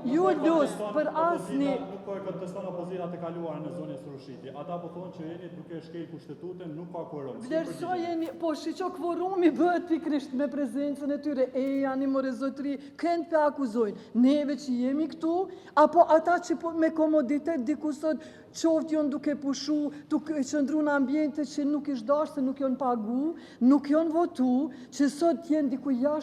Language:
Albanian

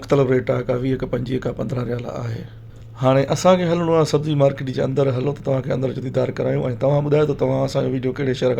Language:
Sindhi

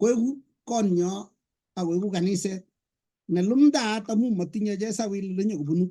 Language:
Kalenjin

